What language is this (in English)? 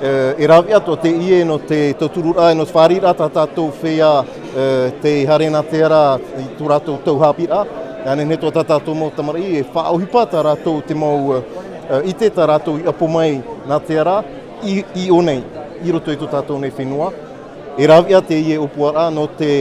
Tahitian